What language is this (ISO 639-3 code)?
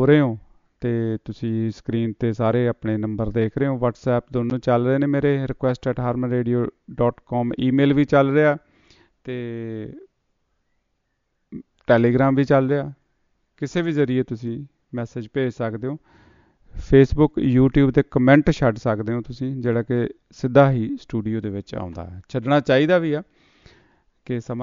pan